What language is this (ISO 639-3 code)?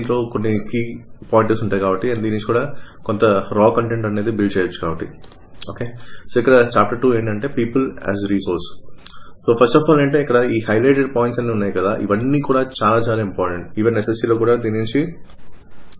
tel